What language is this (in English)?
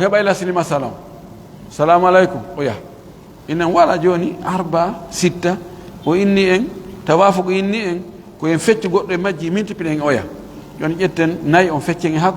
Pular